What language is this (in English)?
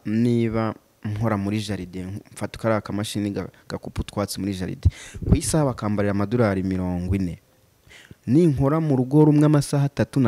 Kinyarwanda